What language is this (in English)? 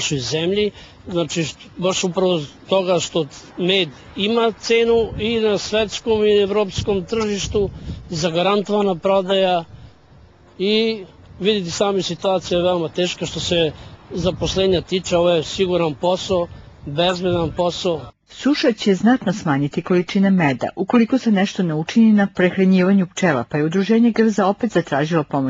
Serbian